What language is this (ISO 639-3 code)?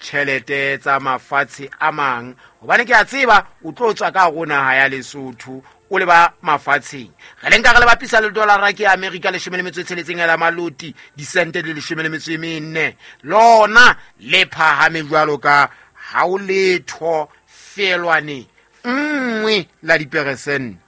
sot